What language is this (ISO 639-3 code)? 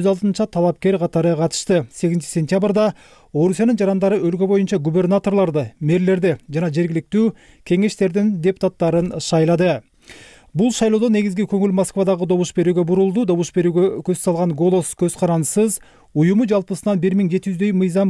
kir